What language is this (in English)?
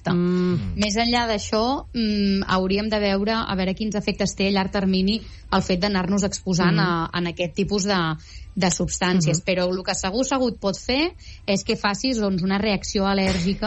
Catalan